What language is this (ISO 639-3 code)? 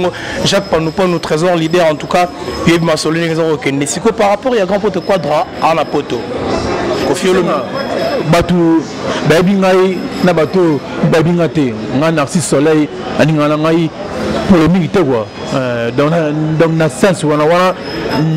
lin